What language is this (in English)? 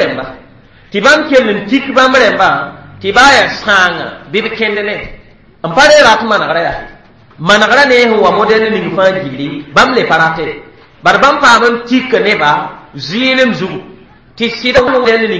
Mossi